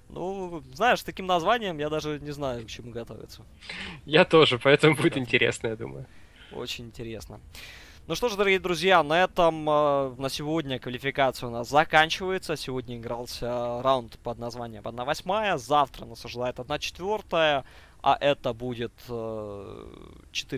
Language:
Russian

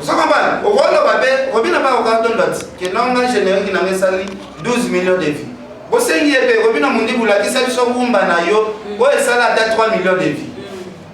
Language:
Lingala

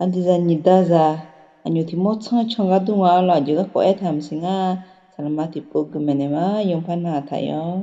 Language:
Akha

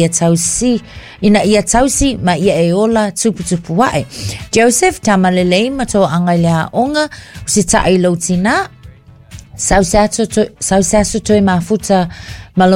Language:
Samoan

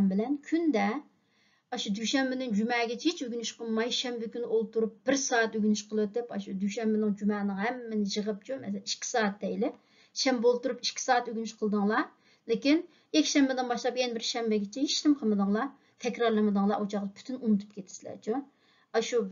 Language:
Uyghur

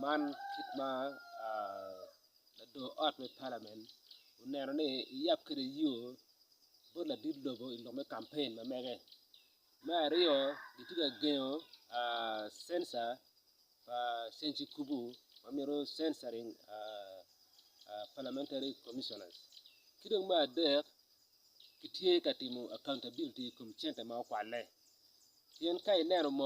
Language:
Acoli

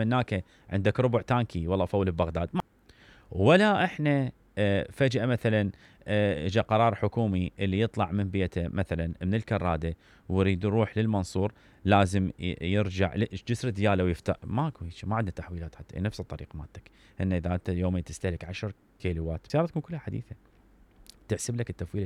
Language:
Mesopotamian Arabic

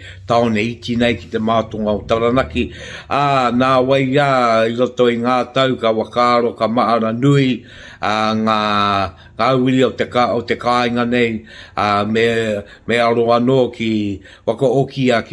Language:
Māori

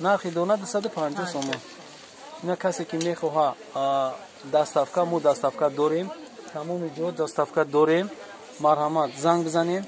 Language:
Tajik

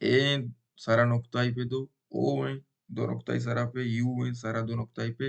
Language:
Baluchi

